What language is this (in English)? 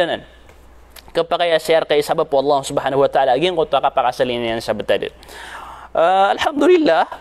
Maranao